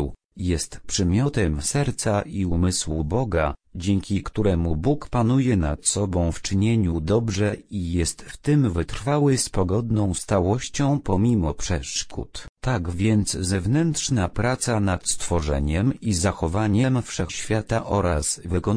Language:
Polish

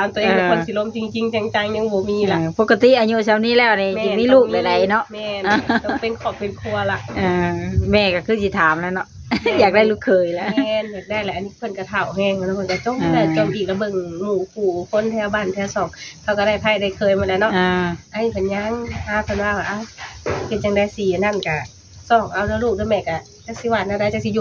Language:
Lao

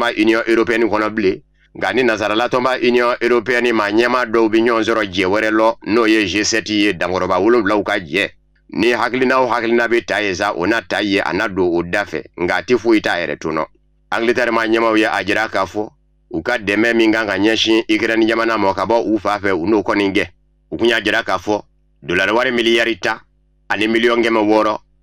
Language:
Bambara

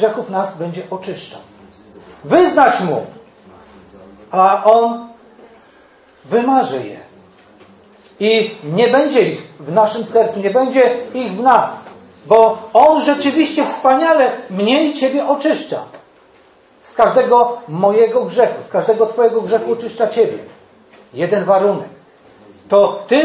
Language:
Polish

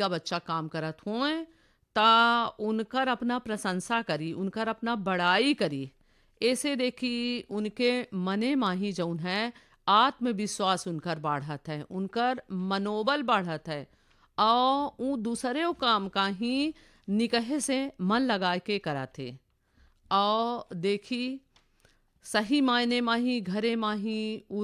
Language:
Bagheli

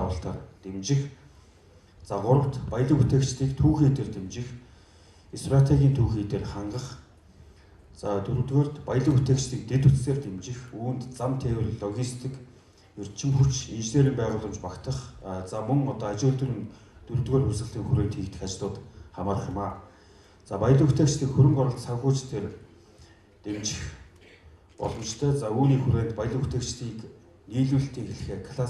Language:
Mongolian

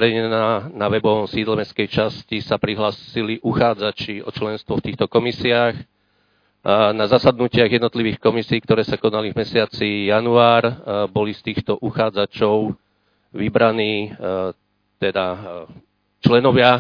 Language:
Slovak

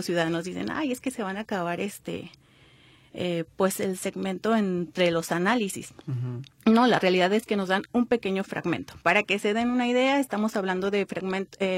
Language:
Spanish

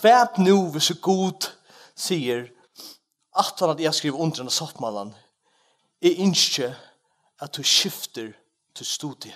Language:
Faroese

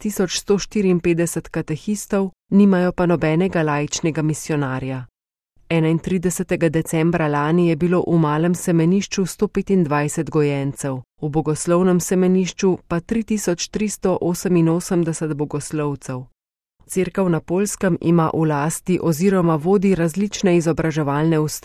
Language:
Slovenian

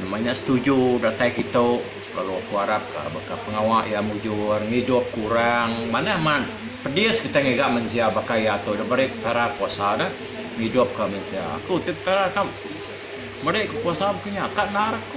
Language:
Iban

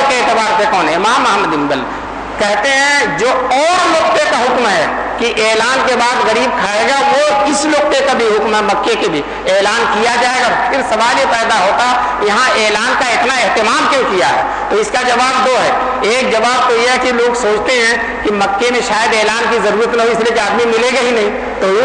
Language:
Urdu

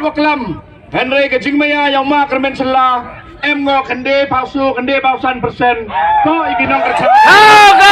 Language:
Khasi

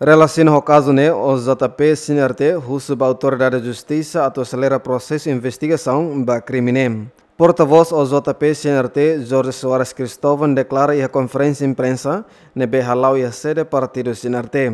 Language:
Tetum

